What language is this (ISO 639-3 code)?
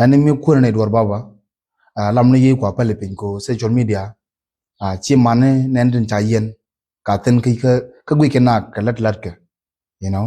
nus